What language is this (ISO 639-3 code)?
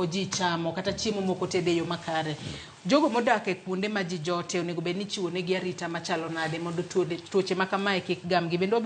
luo